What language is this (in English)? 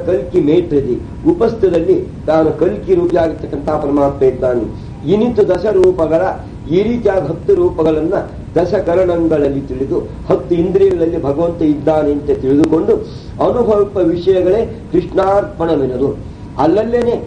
Kannada